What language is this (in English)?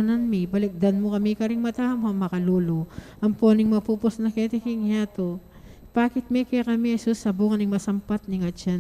Pampanga